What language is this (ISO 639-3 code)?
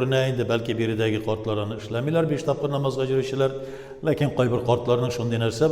tat